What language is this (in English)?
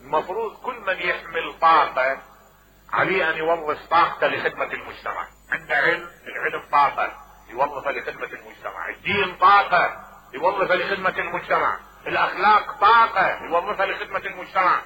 Mesopotamian Arabic